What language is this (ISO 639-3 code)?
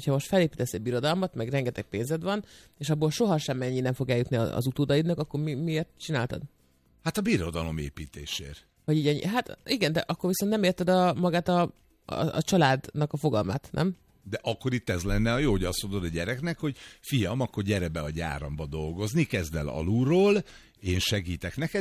hun